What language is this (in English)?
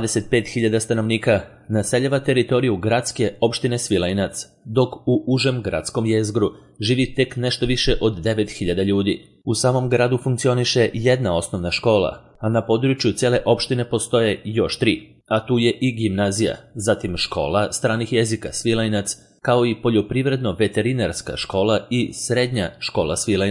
Serbian